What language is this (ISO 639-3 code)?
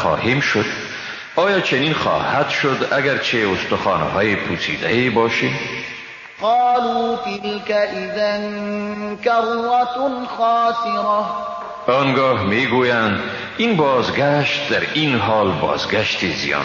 fas